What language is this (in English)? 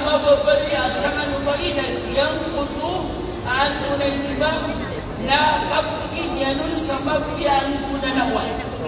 Maranao